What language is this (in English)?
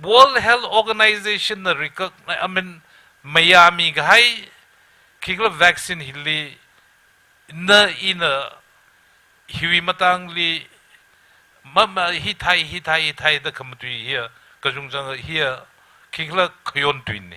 Tangkhul Naga (India)